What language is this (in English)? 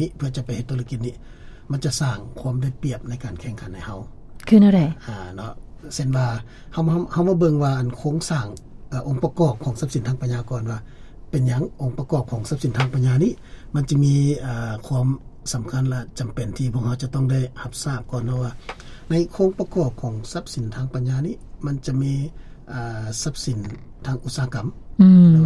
Lao